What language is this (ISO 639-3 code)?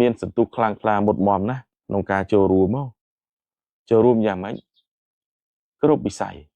khm